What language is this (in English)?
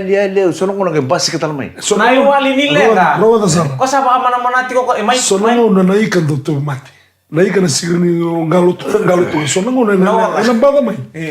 Fijian